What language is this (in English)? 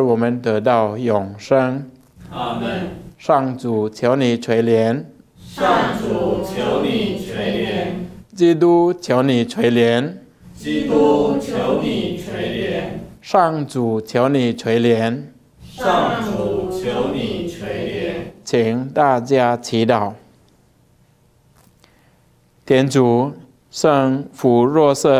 Chinese